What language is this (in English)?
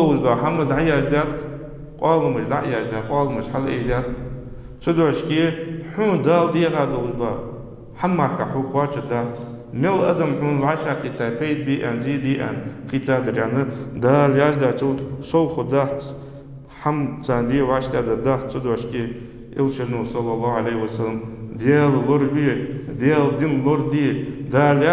Ingush